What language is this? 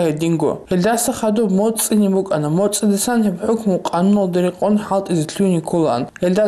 Avaric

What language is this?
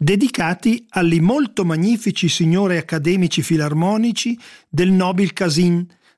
Italian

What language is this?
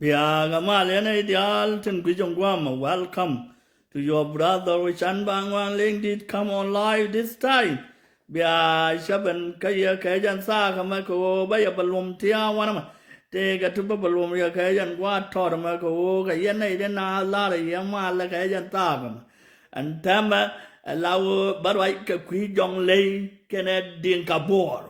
Nuer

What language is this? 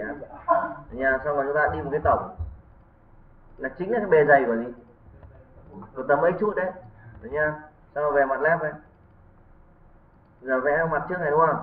Vietnamese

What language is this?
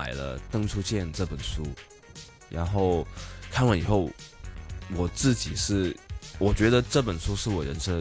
Chinese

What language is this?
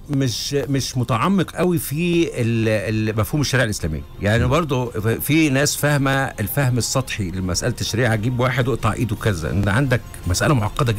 Egyptian Arabic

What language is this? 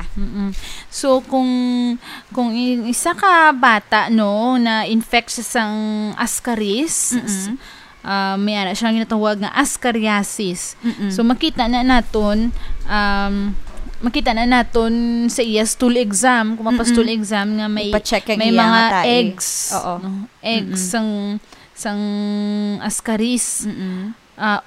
Hiligaynon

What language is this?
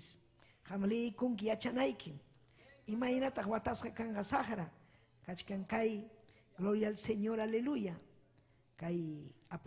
Ayacucho Quechua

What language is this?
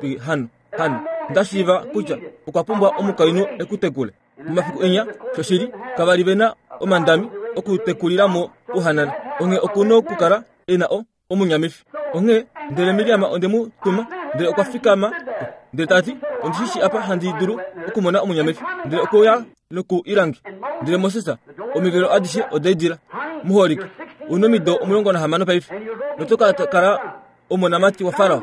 Kuanyama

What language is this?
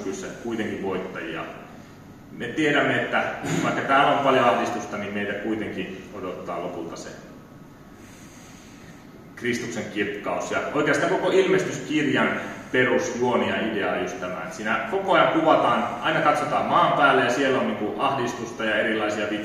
Finnish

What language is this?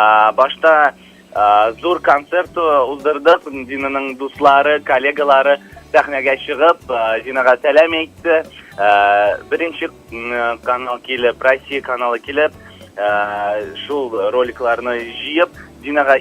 Tatar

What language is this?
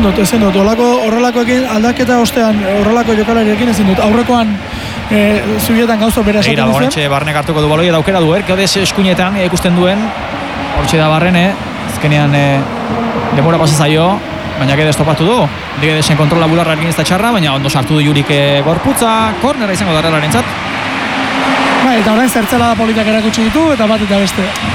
Basque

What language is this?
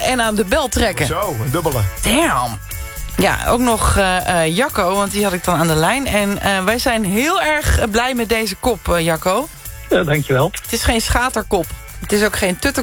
Dutch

